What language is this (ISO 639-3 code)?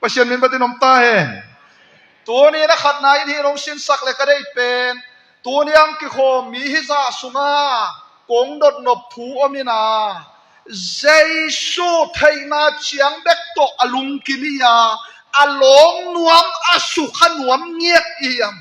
ctd